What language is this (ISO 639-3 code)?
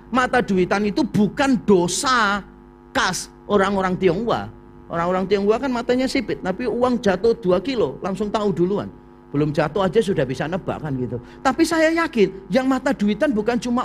ind